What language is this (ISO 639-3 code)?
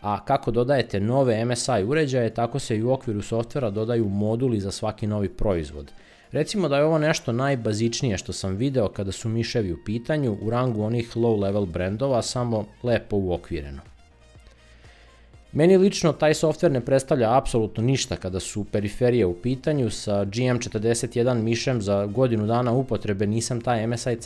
srp